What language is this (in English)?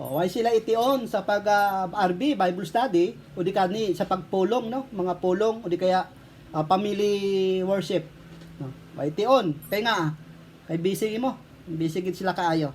Hiligaynon